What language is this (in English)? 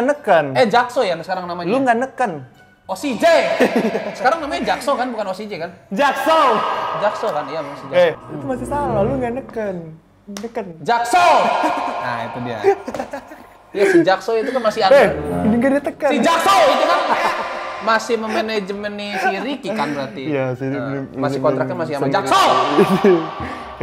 Indonesian